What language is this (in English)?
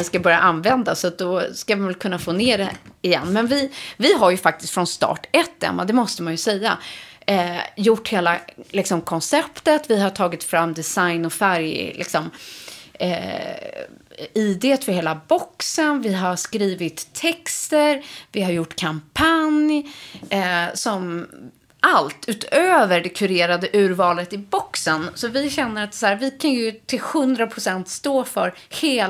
Swedish